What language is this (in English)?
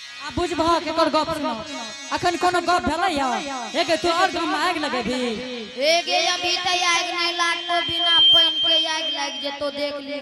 Angika